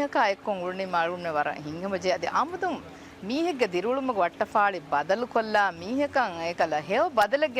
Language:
Divehi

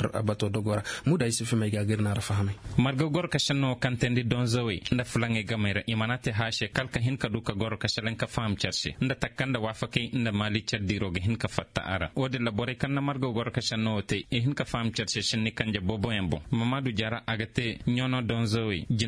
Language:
Koyraboro Senni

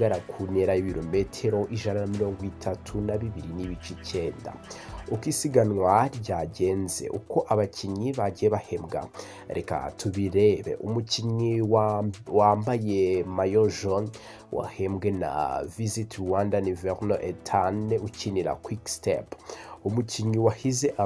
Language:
Kinyarwanda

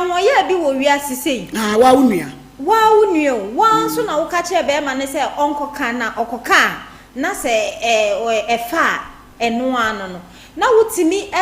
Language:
Akan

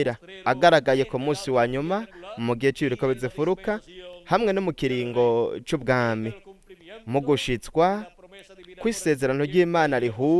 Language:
Rundi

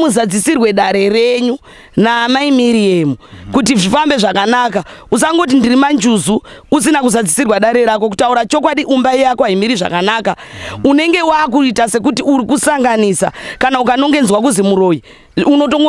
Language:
Shona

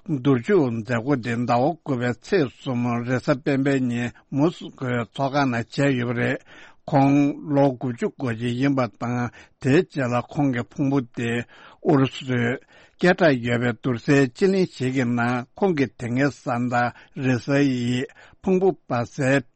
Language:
Tibetan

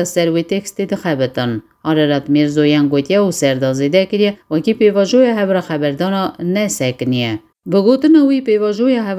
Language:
Kurdish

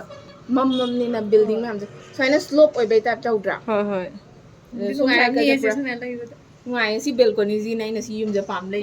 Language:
Manipuri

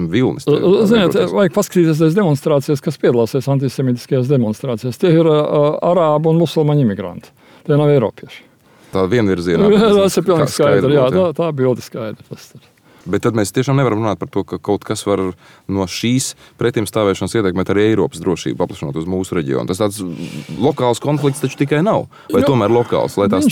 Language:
Latvian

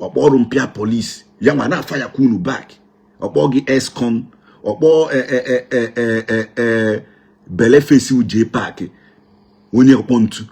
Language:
Igbo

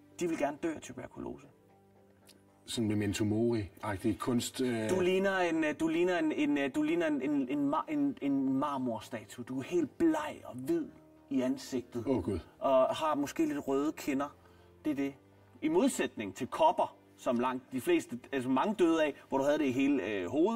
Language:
Danish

